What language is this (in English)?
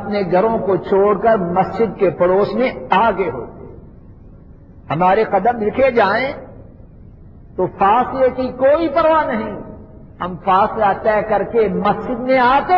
Urdu